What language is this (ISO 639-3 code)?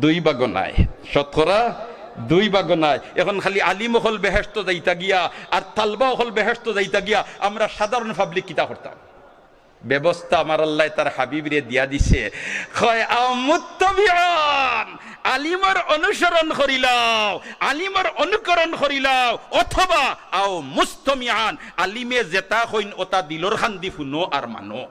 syl